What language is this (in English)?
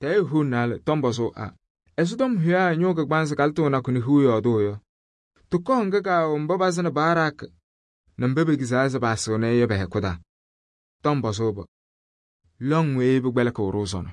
Kabiyè